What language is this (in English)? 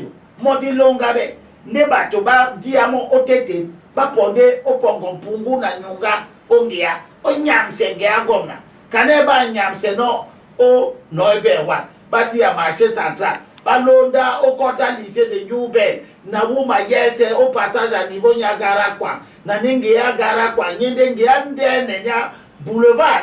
Duala